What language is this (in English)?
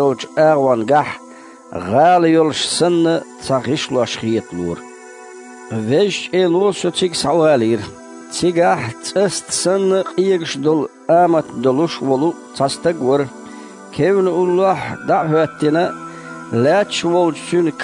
Chechen